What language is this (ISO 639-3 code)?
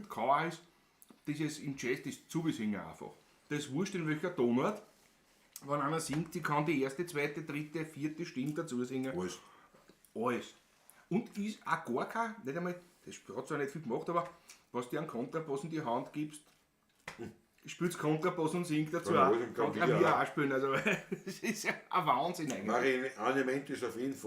bar